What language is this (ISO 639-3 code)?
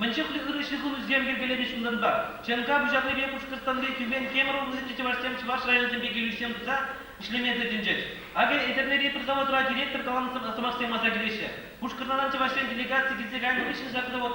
chv